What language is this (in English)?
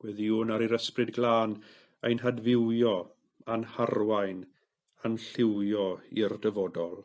Welsh